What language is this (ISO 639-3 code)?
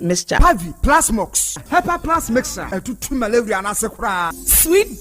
aka